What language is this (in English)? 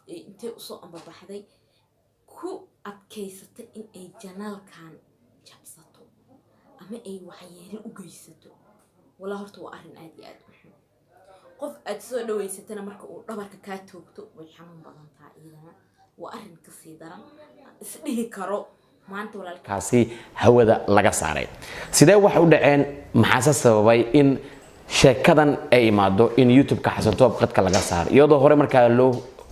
Somali